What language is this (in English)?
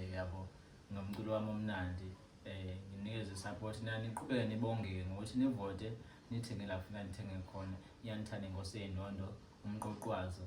Zulu